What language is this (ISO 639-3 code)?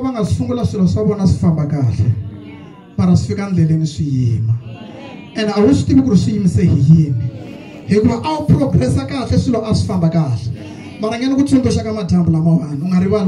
tso